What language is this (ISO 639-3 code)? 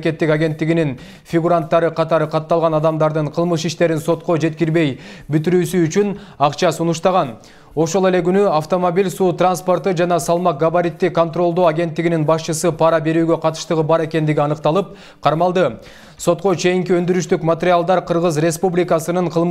kir